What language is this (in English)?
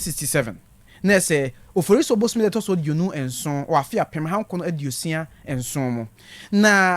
Akan